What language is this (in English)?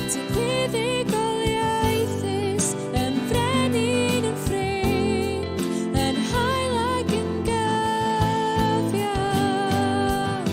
Welsh